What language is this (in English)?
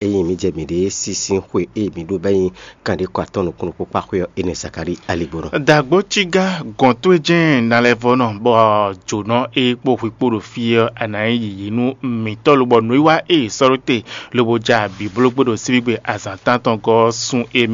Fon